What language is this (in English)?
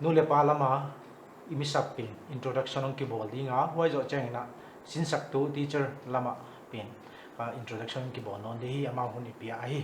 Paite Chin